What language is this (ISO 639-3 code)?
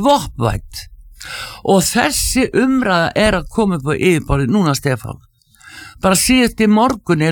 isl